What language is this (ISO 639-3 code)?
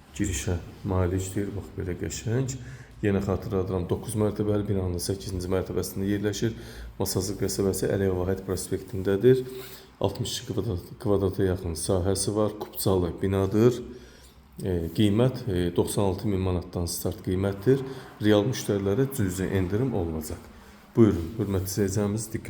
aze